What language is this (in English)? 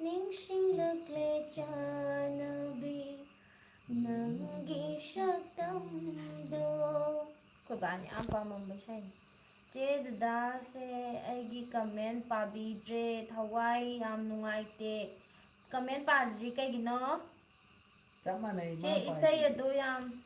Manipuri